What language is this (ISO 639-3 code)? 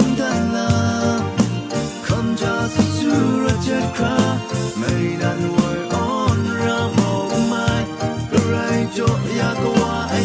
kac